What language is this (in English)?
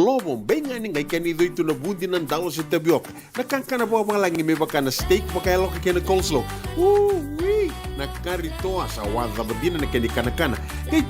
Fijian